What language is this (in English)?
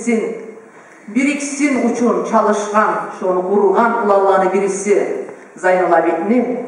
Kumyk